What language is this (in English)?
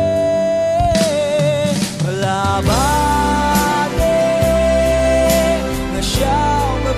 Burmese